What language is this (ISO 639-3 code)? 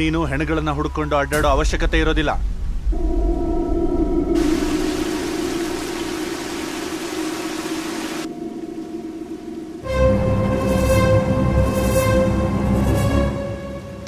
kan